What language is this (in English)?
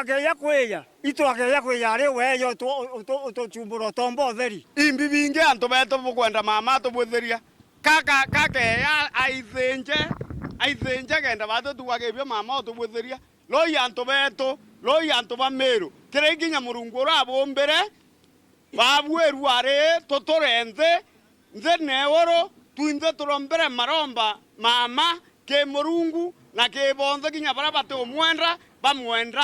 Meru